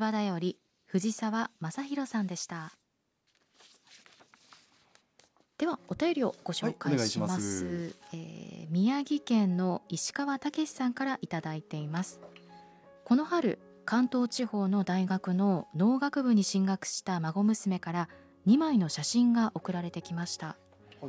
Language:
Japanese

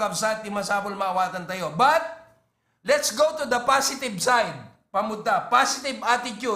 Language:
Iloko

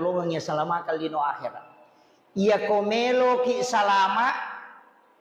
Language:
Buginese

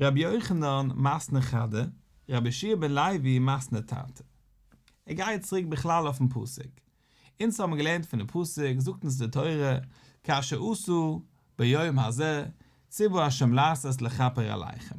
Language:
Yiddish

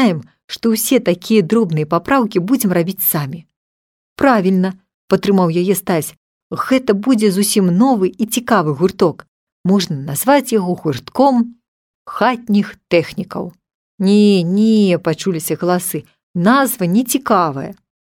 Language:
Belarusian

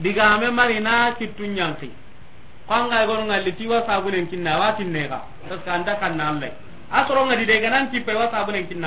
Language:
Soninke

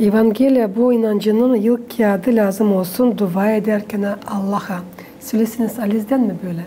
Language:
Gagauz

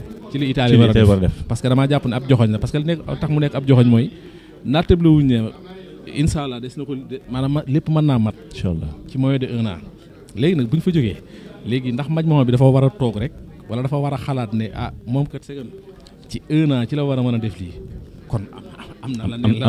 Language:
Wolof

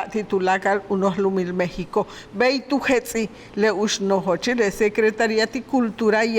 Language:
Yucateco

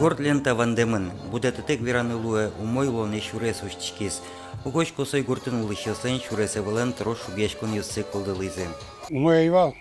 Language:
Udmurt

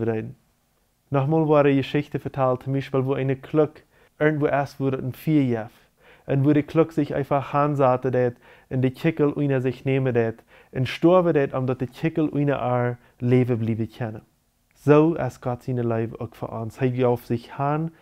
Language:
Plautdietsch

